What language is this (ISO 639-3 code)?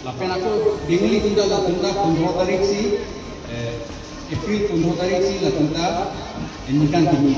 mjw